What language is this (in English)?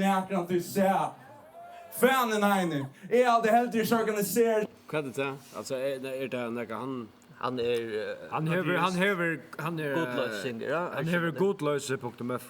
Faroese